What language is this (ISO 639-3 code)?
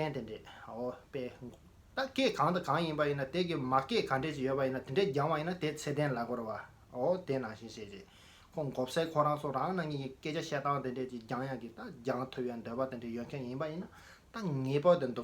bod